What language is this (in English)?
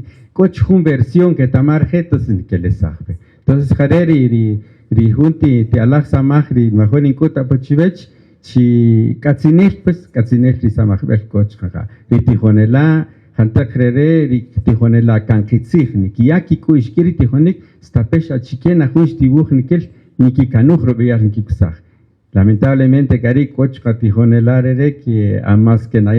Kaqchikel